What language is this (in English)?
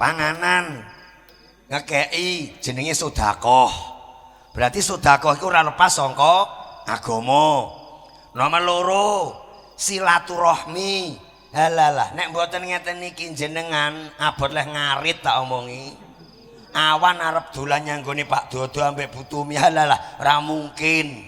Javanese